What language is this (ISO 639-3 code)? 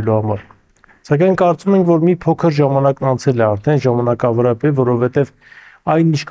hye